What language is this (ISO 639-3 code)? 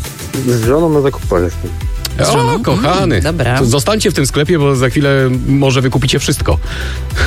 pol